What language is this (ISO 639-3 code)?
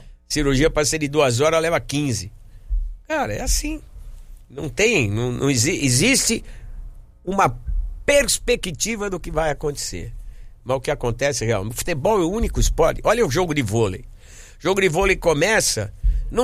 por